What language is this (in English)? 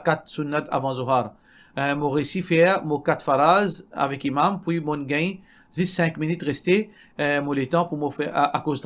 Morisyen